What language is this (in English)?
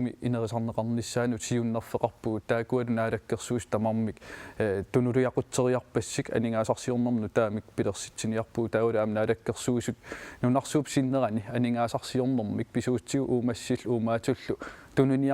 Kalaallisut